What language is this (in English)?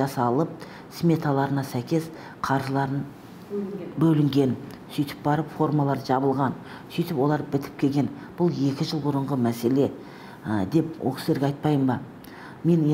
Kazakh